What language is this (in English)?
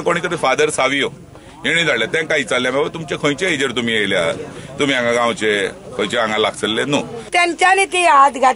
Konkani